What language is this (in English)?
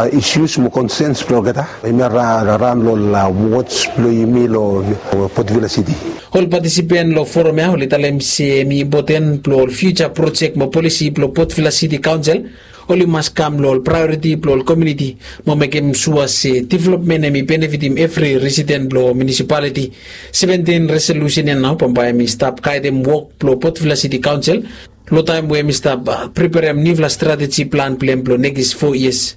Bislama